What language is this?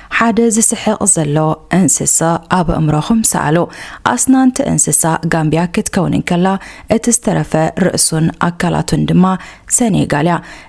Tigrinya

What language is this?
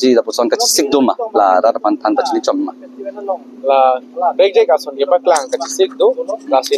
Karbi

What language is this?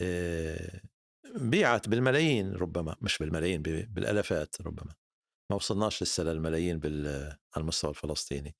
North Levantine Arabic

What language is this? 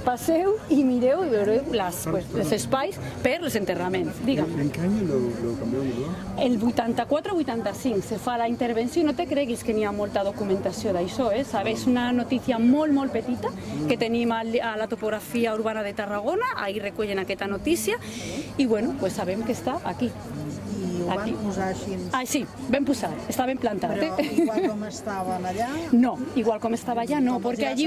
Catalan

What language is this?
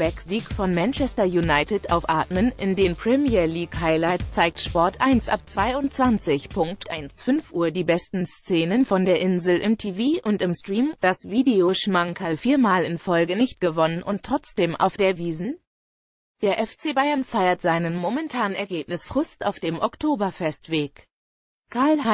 German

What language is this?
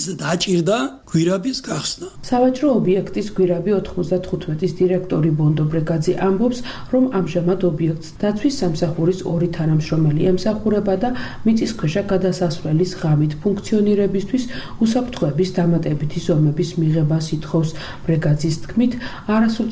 Georgian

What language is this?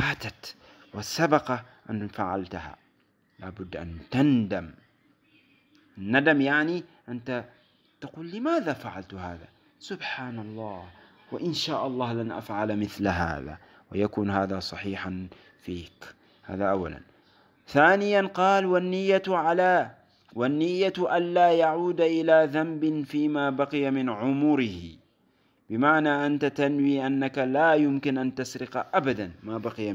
Arabic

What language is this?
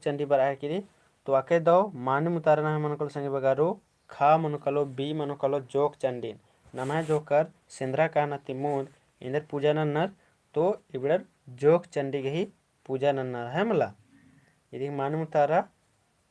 Kurukh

